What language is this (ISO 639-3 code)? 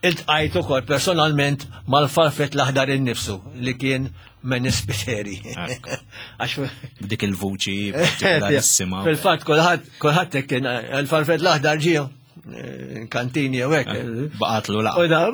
mlt